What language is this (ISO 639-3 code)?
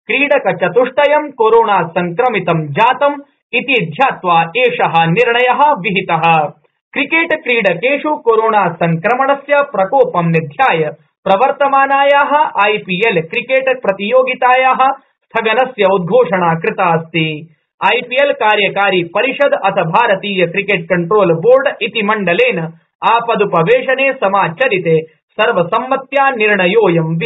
san